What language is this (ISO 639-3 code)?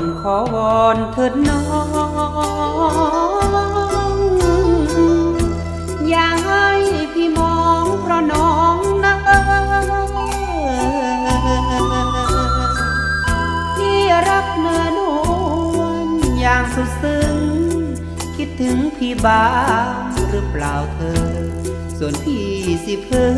tha